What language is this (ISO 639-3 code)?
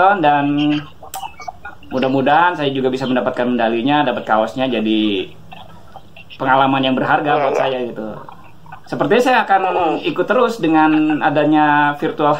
ind